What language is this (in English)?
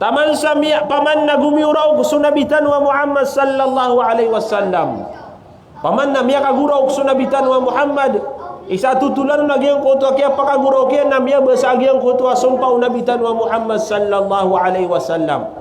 Maranao